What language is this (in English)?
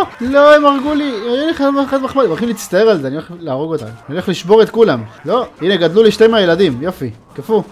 Hebrew